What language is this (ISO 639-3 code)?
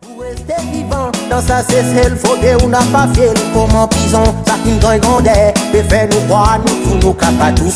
crs